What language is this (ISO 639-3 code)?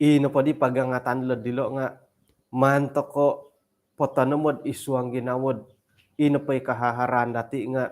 dtp